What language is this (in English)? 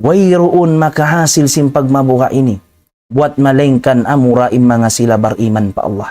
Tausug